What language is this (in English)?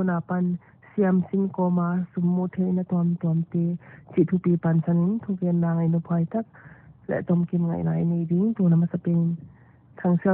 Paite Chin